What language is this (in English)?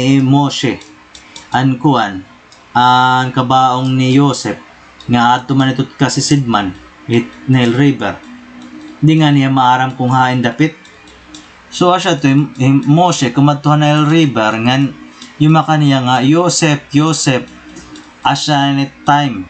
Waray